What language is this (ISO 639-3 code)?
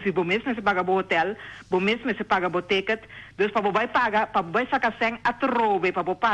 pap